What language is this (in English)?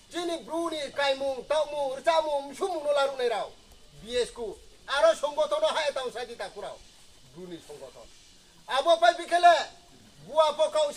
Riang (India)